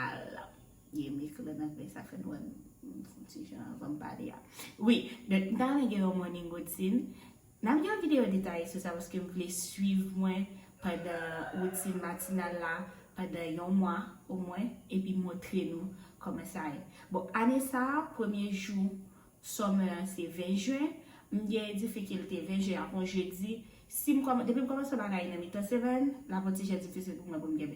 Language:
Haitian Creole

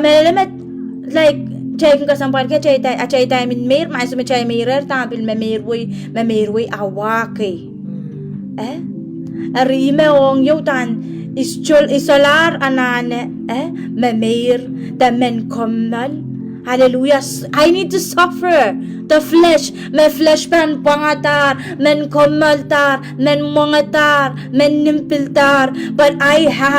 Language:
Pohnpeian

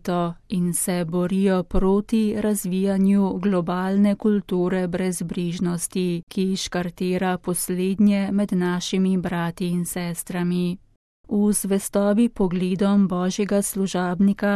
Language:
Slovenian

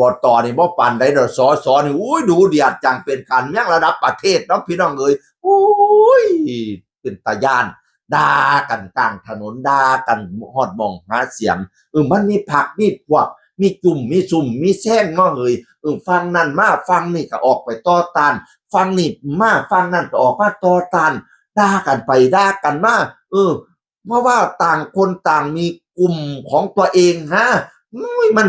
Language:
Northeastern Thai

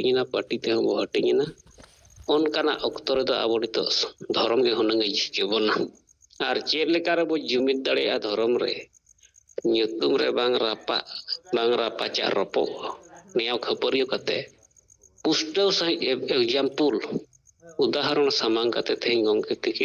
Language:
Santali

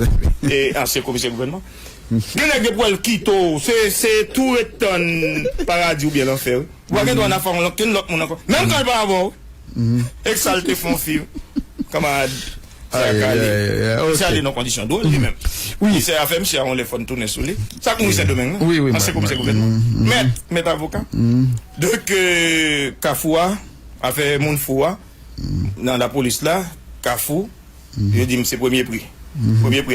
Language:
Haitian Creole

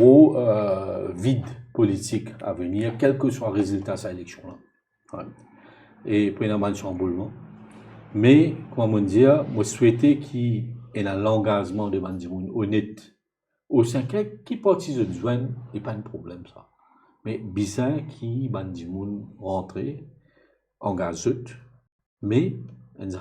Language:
Morisyen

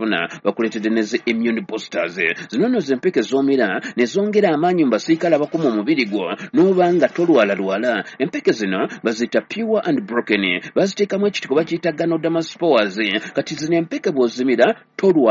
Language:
Ganda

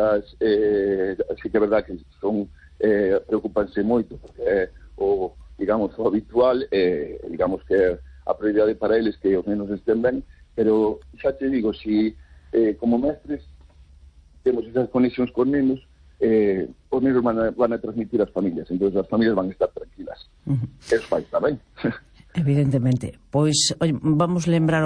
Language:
Galician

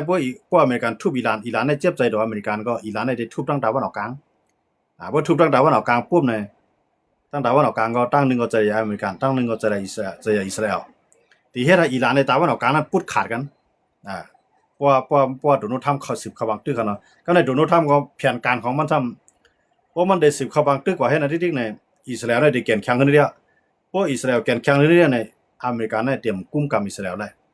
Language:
Shan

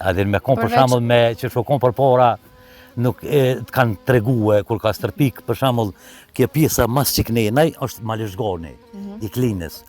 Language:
Albanian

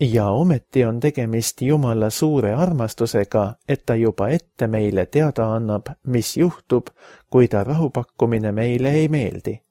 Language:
Estonian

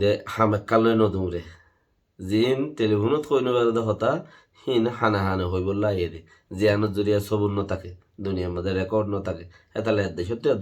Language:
Rohingya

